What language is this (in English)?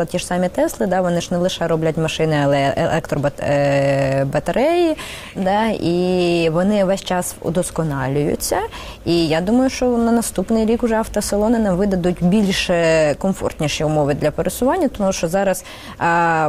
Ukrainian